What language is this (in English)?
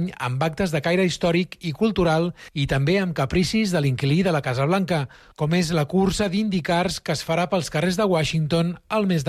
Catalan